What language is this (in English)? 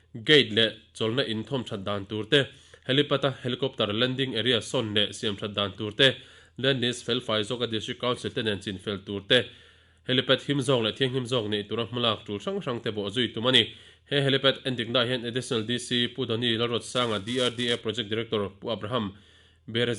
Mizo